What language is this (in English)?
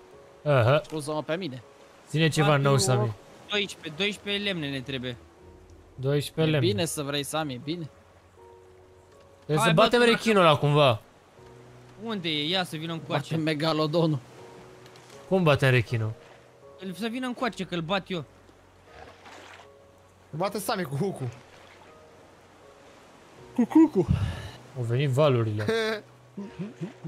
Romanian